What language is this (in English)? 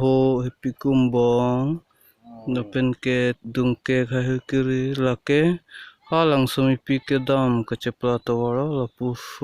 Karbi